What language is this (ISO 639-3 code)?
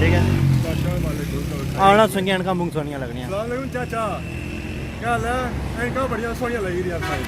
phr